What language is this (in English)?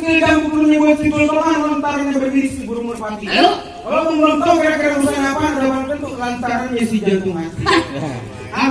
Betawi